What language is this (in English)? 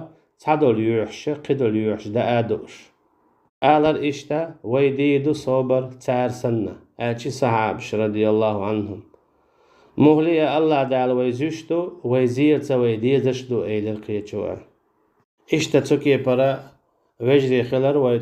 Chechen